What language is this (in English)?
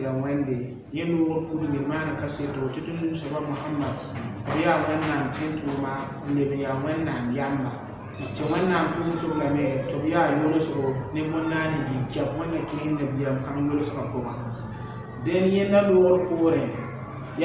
Mossi